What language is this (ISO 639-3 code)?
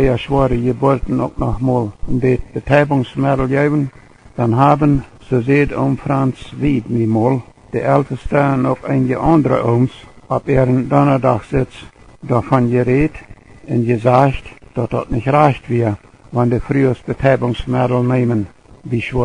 pdt